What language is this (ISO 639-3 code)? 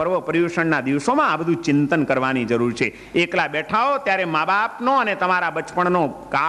guj